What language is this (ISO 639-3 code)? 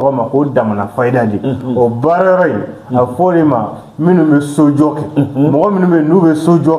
bam